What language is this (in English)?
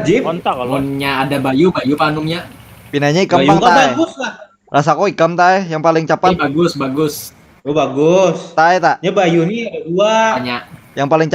Banjar